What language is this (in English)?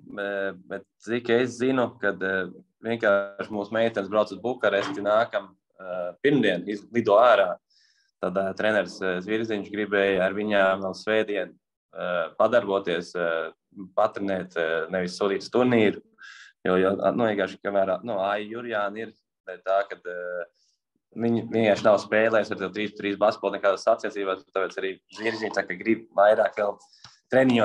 Latvian